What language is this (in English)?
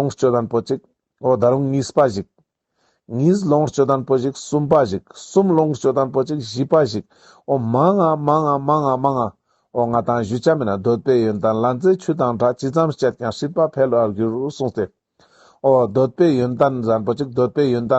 Ladakhi